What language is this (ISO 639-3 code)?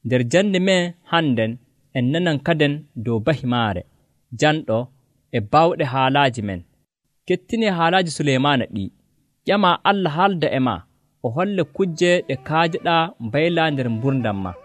fuv